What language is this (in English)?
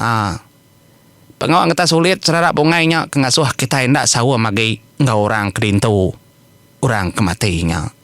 Iban